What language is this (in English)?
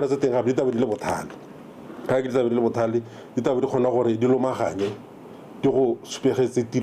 Tswana